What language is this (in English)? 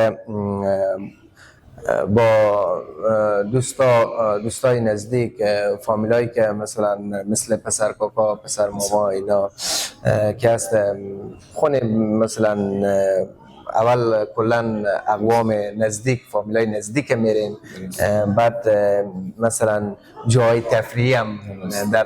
Persian